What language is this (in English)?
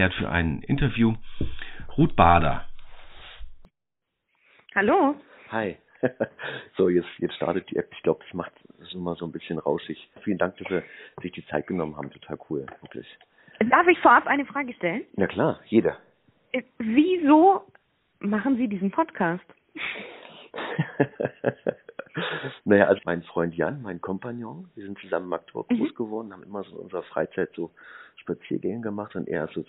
German